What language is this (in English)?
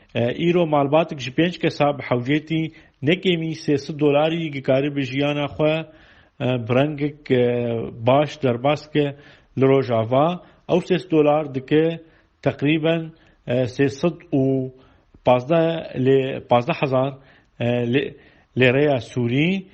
Kurdish